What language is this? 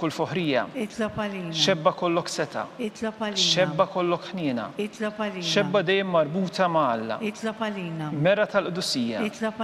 Maltese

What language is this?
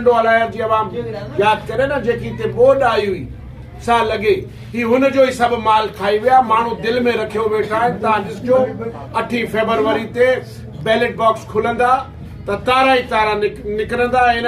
Sindhi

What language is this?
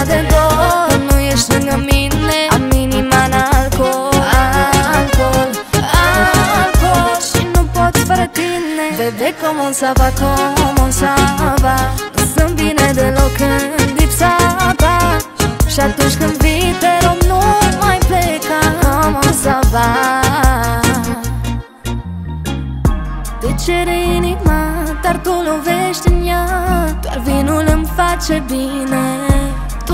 Romanian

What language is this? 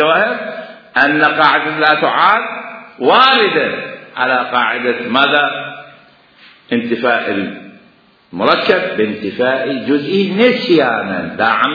Mesopotamian Arabic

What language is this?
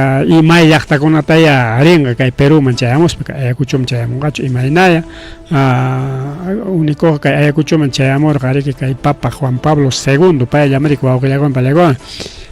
Ayacucho Quechua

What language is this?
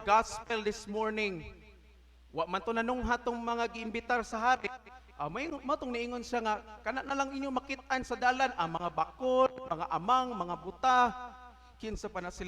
Cebuano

